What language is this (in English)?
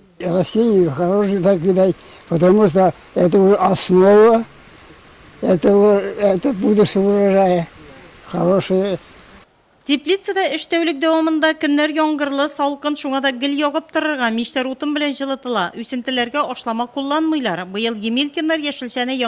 Tatar